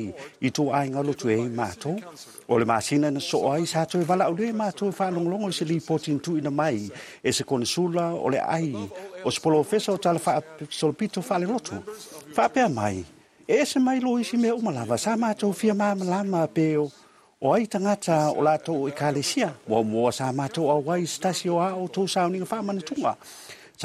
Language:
Samoan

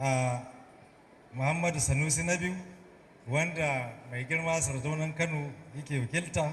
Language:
Hausa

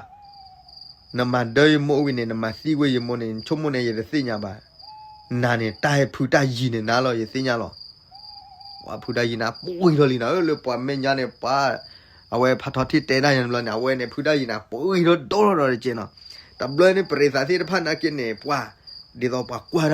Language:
S'gaw Karen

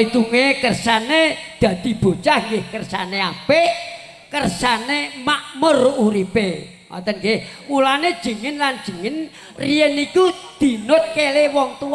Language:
Javanese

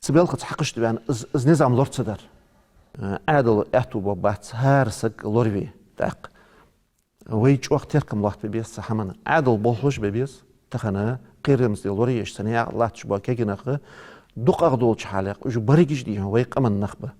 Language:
Ingush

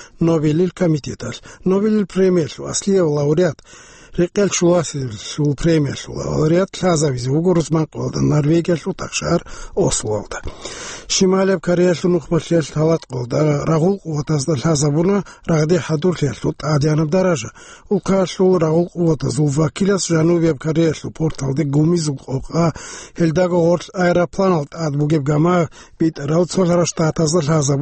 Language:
Avaric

